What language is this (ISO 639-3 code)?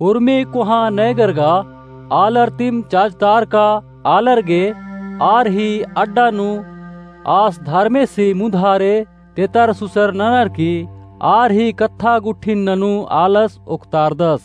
kru